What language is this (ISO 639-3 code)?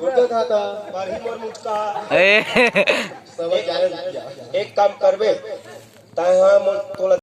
hne